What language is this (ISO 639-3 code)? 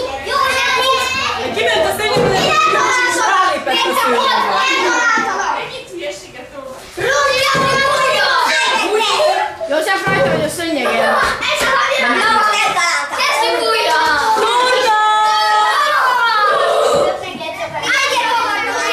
hun